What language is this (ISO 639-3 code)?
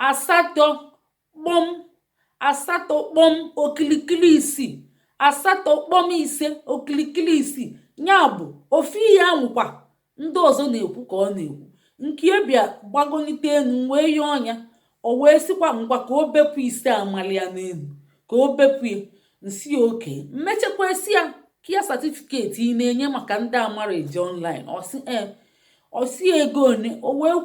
ibo